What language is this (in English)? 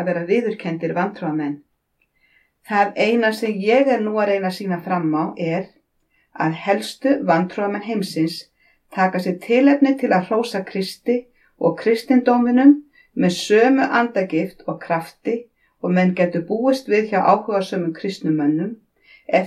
Icelandic